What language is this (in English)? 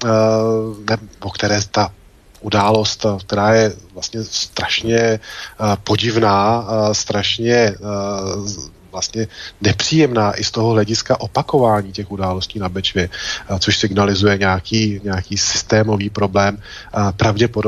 Czech